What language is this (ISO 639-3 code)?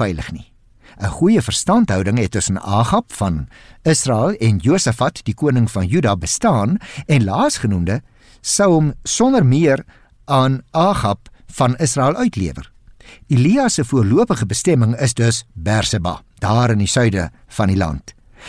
afr